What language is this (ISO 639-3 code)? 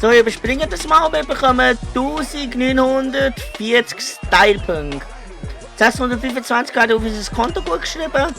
gsw